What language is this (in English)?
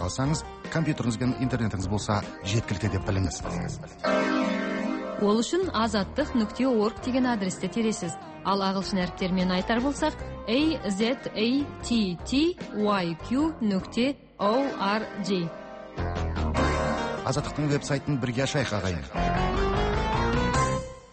Kazakh